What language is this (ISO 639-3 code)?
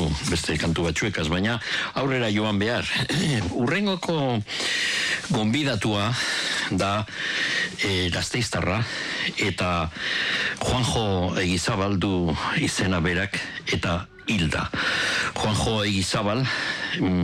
eus